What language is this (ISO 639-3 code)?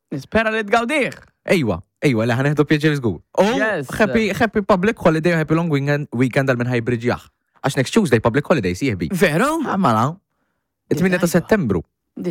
mlt